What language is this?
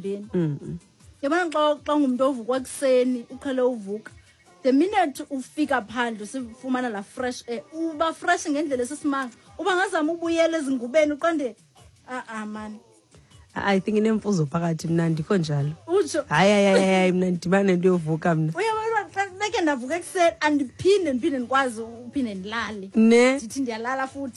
Xhosa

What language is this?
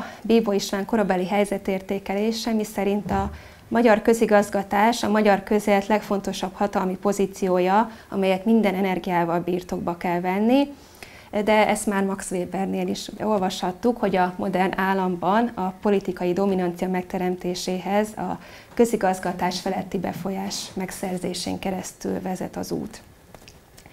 Hungarian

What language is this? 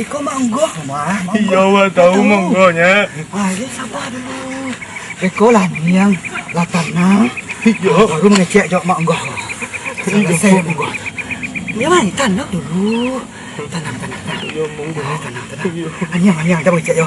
Minangkabau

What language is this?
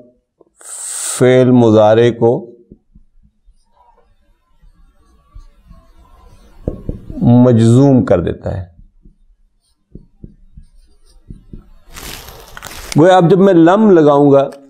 Urdu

